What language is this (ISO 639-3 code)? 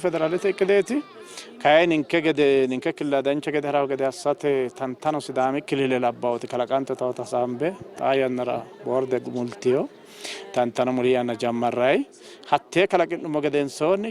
sid